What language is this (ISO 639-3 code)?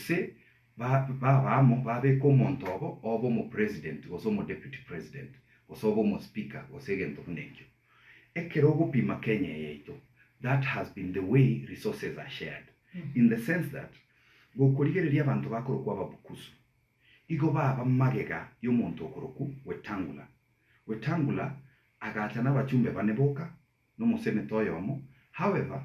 guz